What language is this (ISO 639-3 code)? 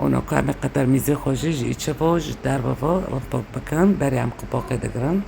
kur